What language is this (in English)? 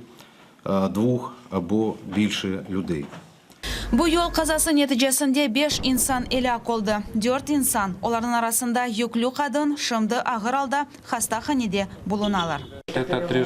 Crimean Tatar